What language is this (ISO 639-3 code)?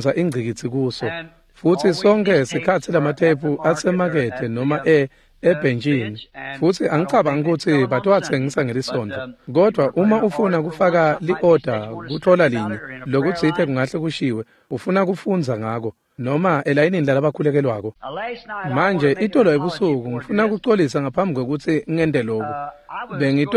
ssw